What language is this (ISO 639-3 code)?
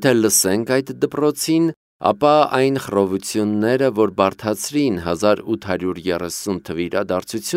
hye